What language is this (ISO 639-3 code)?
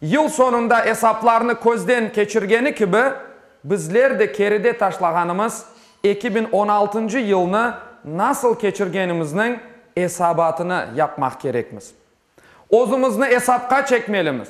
crh